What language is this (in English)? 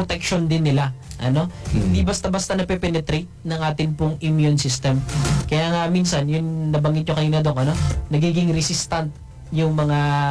Filipino